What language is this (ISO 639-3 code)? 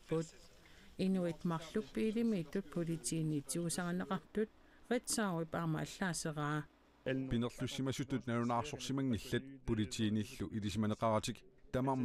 kal